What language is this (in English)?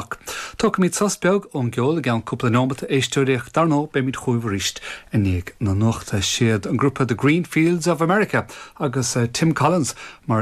Irish